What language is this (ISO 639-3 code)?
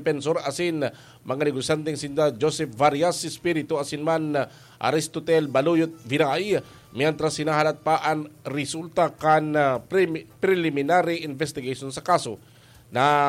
bik